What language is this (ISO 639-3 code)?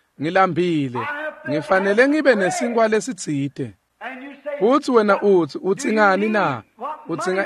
ssw